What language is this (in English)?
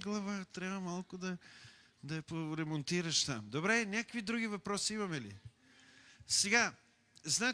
Bulgarian